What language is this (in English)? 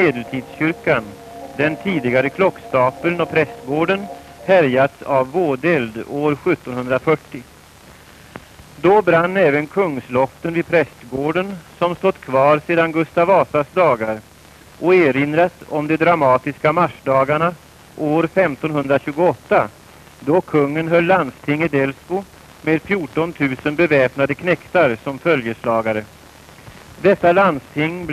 Swedish